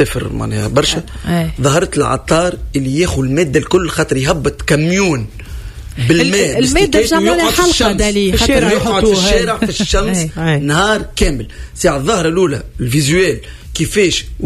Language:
Tunisian Arabic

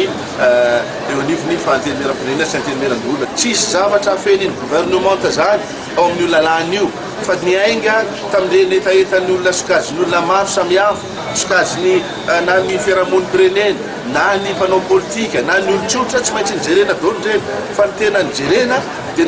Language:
Malagasy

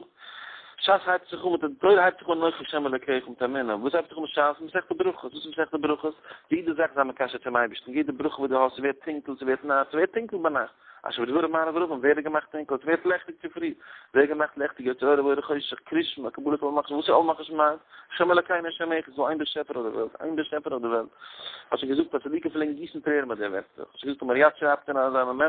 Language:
Yiddish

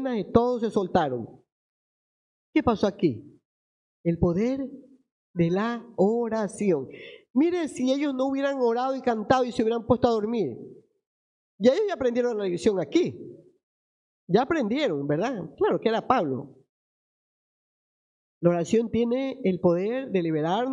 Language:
Spanish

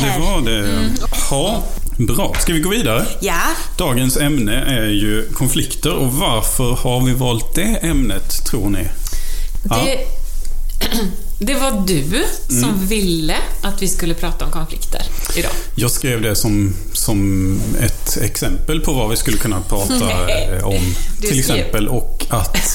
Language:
Swedish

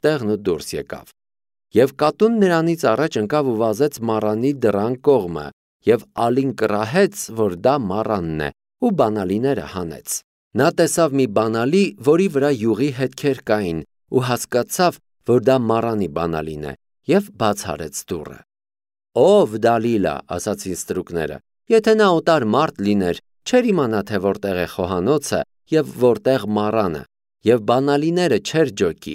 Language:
Armenian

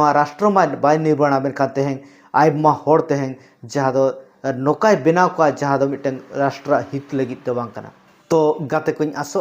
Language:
Santali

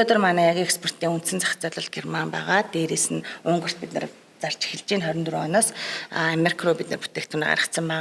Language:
Mongolian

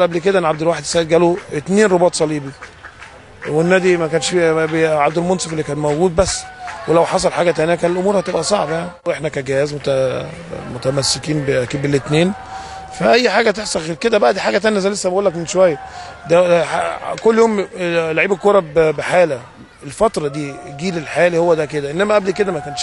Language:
Egyptian Arabic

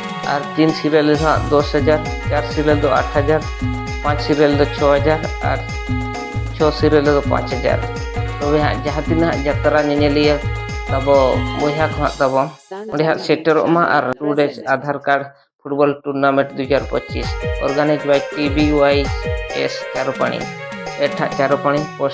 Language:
Santali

